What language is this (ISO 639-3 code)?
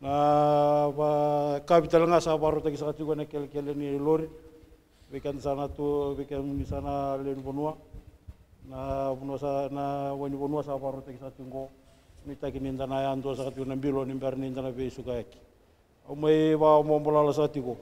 fij